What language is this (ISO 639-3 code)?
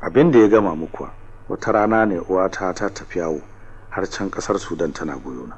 hau